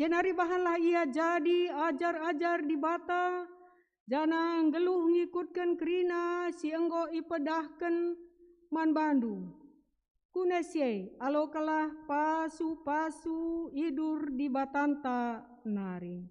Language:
Batak Karo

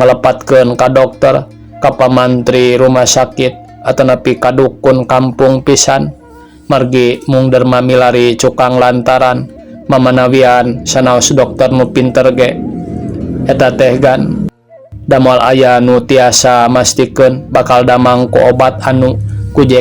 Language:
Sundanese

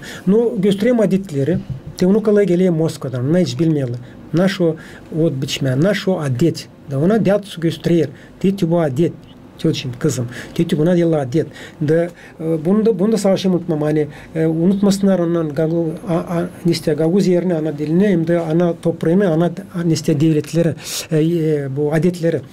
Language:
Gagauz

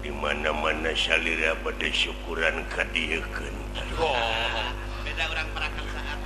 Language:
Sundanese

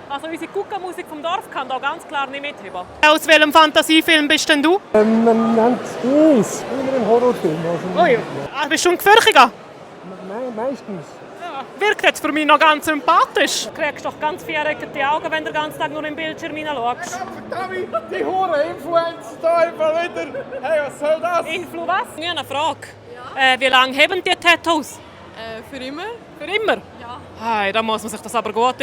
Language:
Swiss German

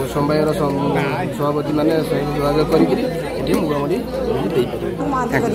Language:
Odia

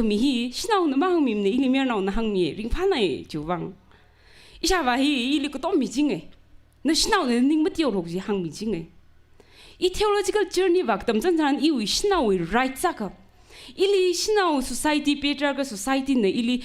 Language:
Tangkhul Naga (India)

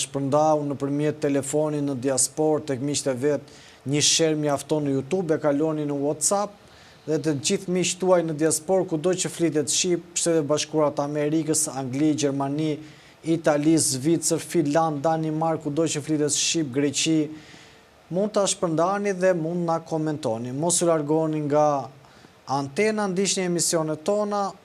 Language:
Albanian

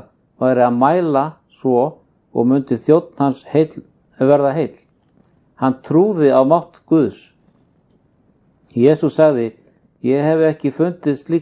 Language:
Icelandic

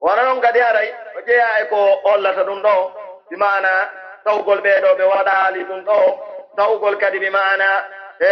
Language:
Pular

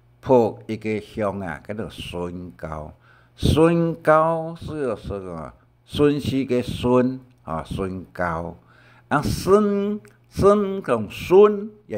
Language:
Hakka Chinese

